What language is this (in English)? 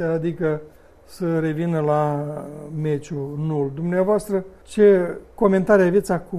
Romanian